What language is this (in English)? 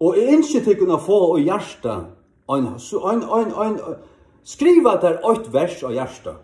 Faroese